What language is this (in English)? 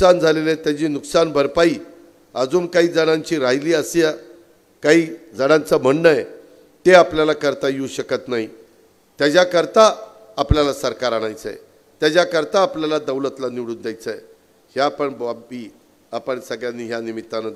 Marathi